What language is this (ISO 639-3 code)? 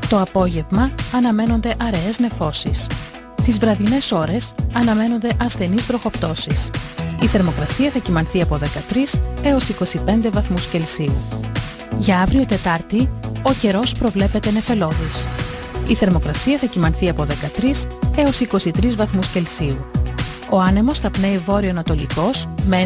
ell